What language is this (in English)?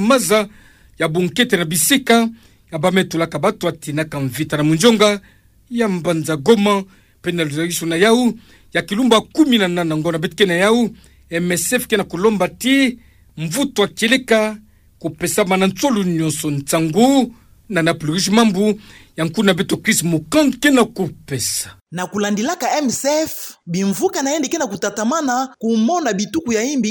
Kituba (Democratic Republic of Congo)